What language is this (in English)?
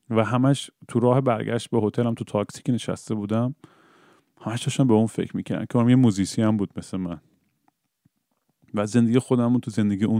Persian